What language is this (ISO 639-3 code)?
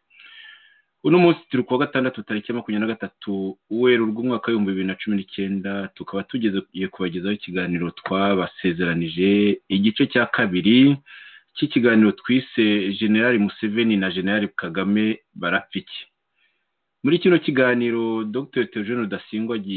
kin